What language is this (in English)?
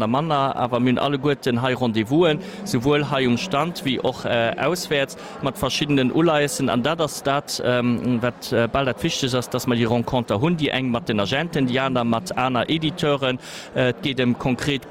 Luxembourgish